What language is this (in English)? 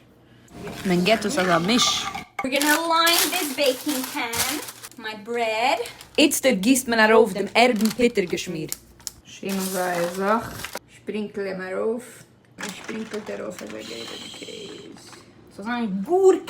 Yiddish